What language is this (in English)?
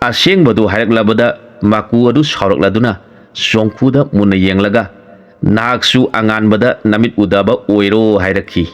Manipuri